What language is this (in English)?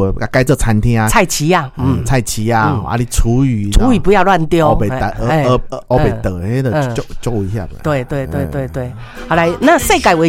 Min Nan Chinese